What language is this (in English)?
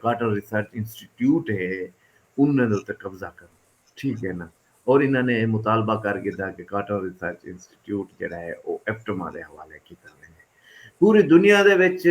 Saraiki